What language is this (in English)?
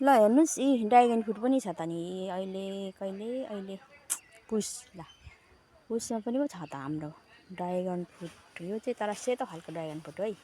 Nepali